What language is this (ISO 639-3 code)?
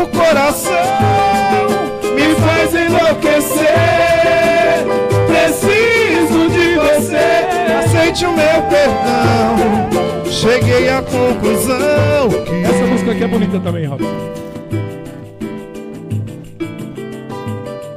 por